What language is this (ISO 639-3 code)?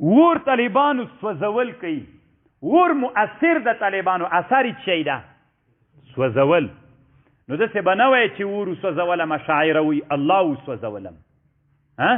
pus